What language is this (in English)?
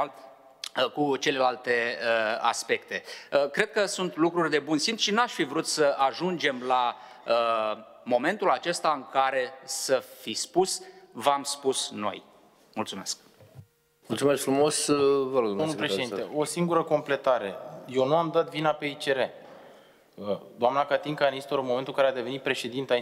Romanian